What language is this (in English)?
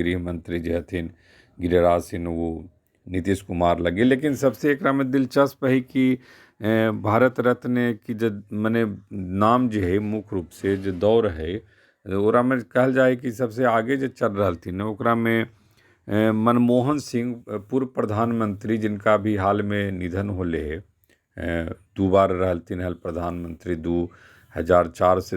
Magahi